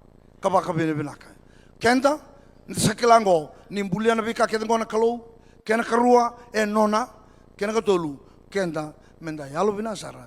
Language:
Fijian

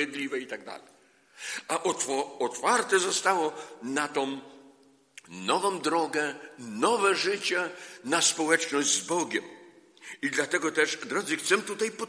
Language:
Polish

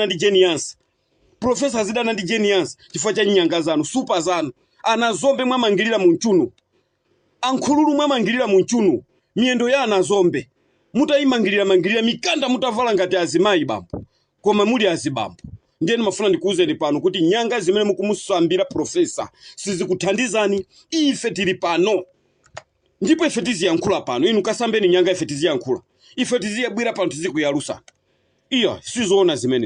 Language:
Nyanja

